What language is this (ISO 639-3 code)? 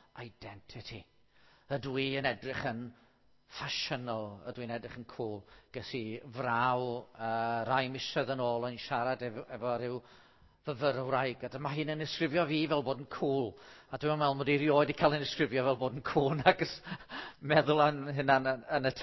cym